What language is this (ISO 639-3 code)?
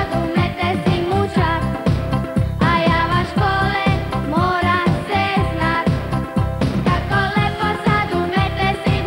hrv